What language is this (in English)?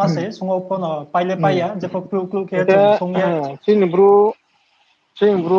Riang (India)